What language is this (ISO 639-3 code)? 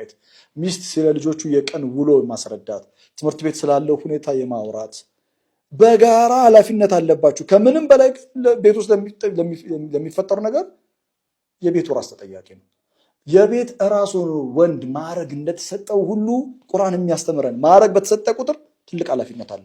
amh